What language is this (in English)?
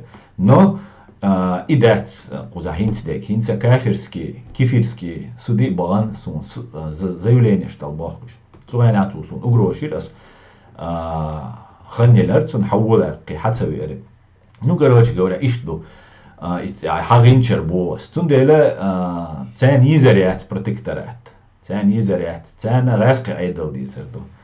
Chechen